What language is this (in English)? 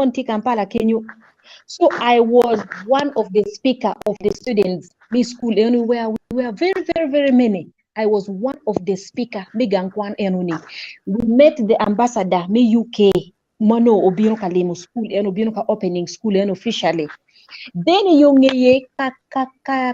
Acoli